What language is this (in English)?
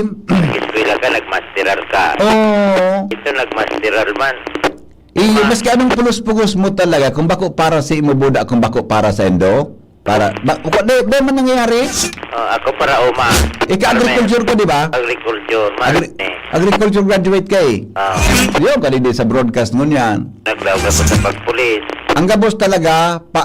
Bikol